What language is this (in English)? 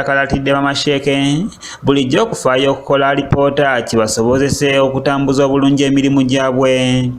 Ganda